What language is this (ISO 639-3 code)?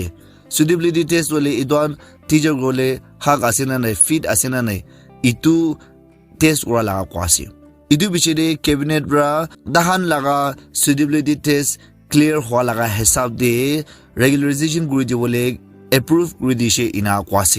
nag